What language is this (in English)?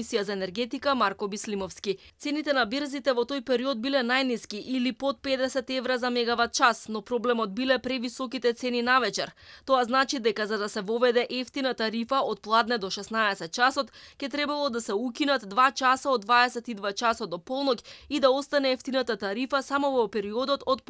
Macedonian